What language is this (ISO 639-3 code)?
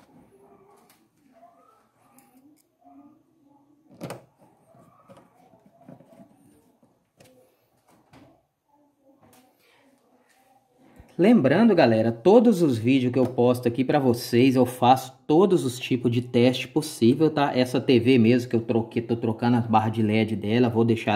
por